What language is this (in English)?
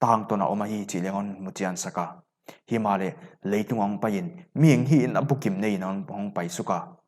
Paite Chin